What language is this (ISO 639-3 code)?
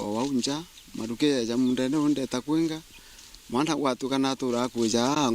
mer